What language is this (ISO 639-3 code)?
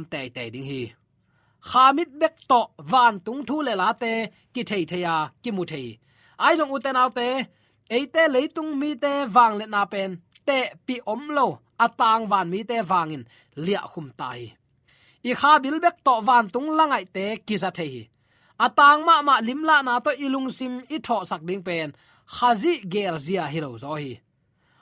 ctd